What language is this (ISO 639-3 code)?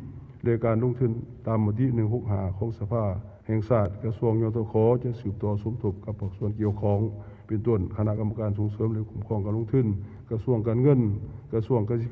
lao